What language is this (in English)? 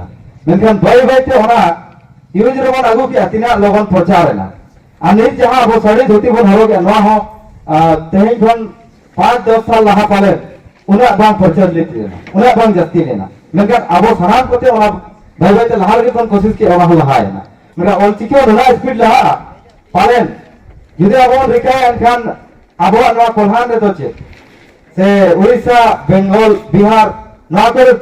Santali